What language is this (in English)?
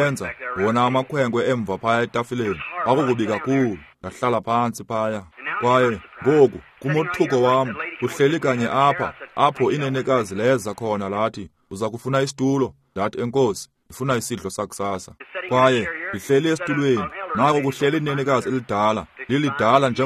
Xhosa